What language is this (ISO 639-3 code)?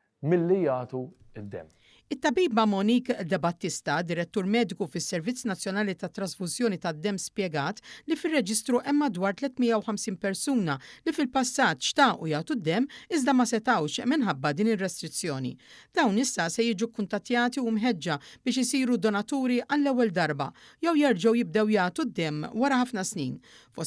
mlt